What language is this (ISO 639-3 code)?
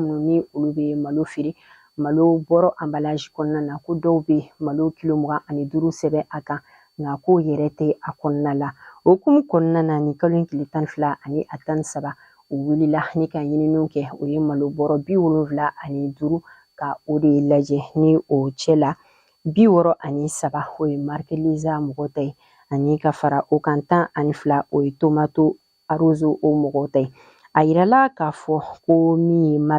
bam